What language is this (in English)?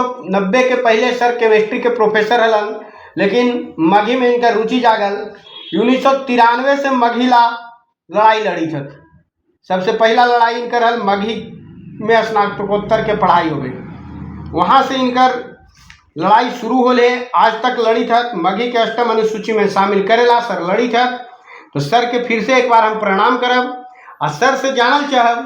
Magahi